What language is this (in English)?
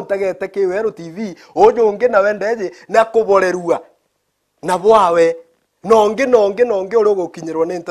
Meru